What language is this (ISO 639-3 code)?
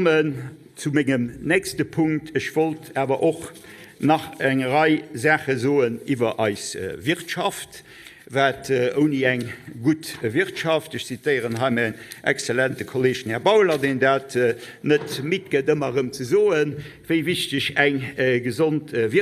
ltz